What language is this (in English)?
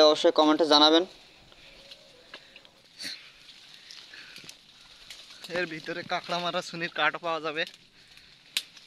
Bangla